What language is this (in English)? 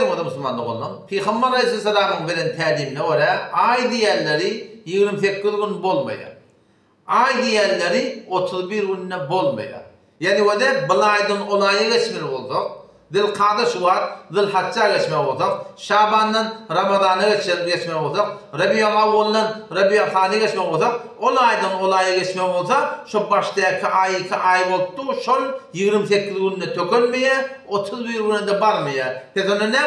Turkmen